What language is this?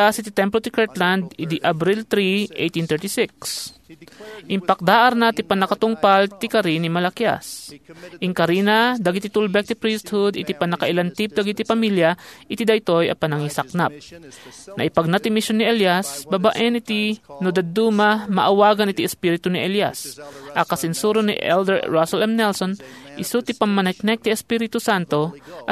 Iloko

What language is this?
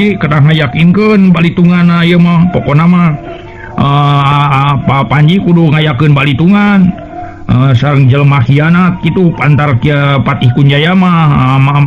Sundanese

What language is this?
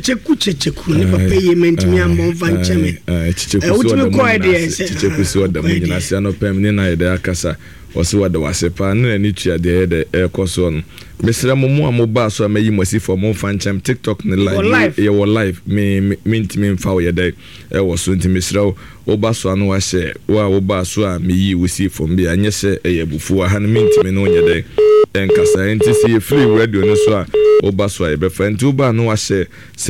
Akan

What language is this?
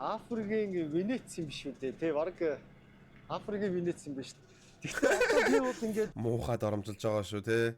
Mongolian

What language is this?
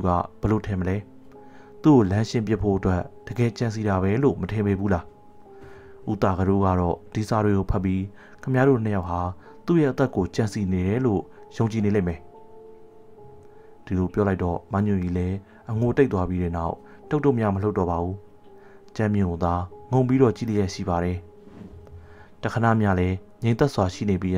Burmese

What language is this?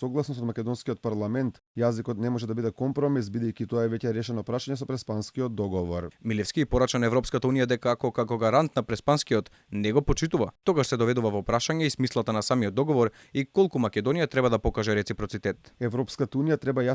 Macedonian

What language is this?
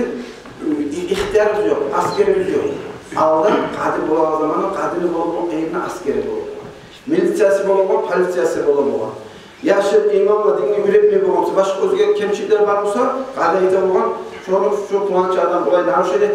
Kumyk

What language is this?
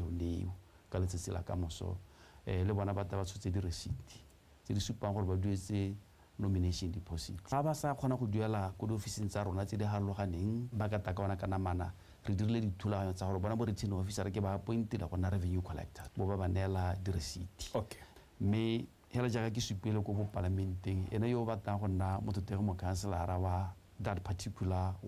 Tswana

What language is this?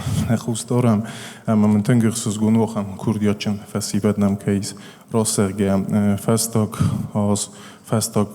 Ossetic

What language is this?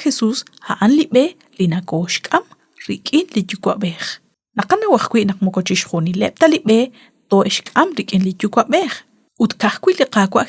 Kekchí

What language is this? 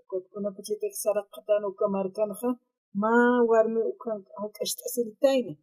Aymara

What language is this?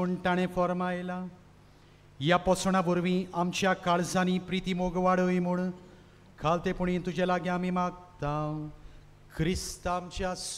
Konkani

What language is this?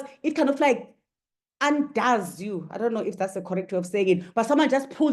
English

